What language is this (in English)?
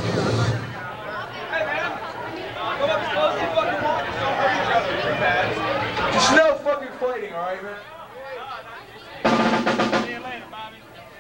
English